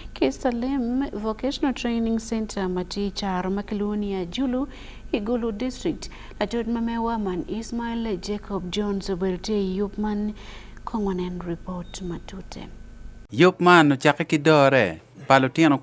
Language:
Acoli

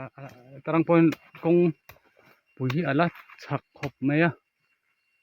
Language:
Mizo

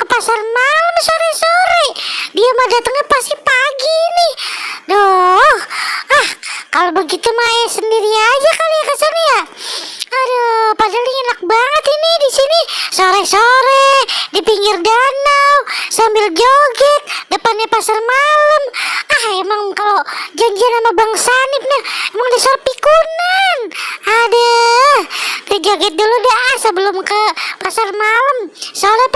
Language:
Betawi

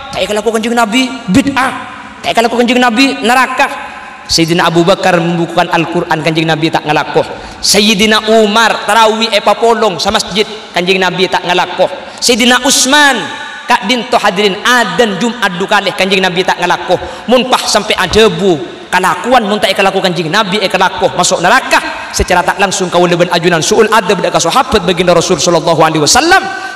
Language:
Madurese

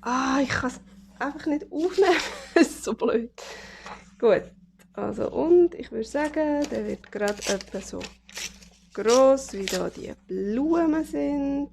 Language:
Swiss German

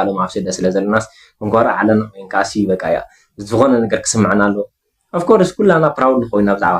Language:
Tigrinya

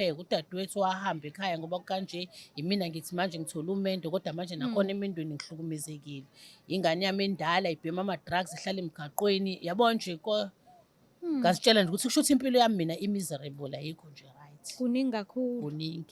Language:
Zulu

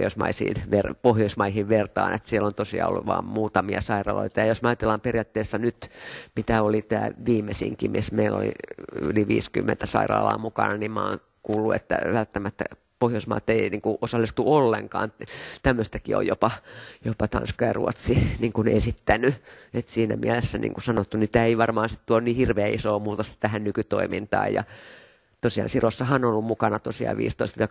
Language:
Finnish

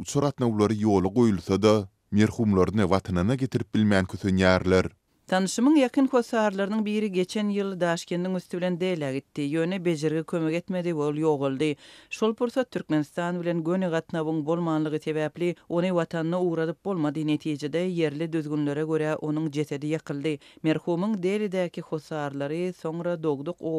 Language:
Turkmen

